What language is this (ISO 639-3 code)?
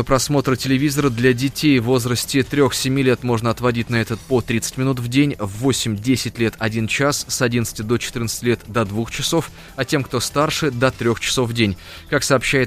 rus